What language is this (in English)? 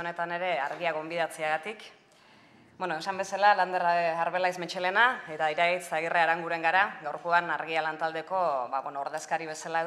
Basque